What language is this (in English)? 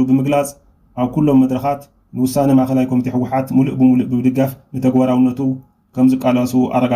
Tigrinya